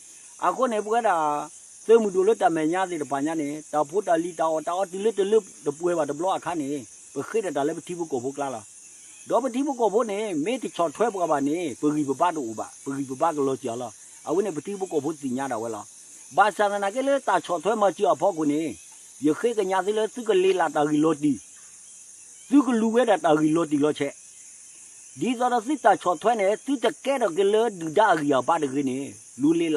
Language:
S'gaw Karen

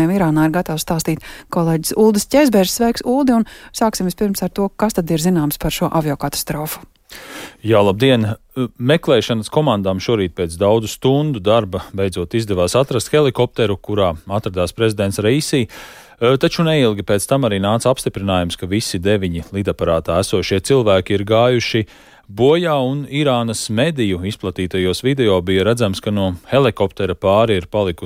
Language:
Latvian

